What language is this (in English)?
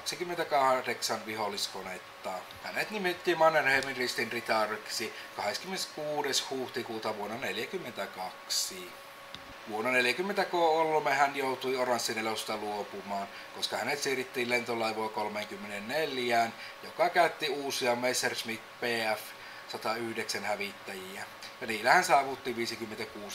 Finnish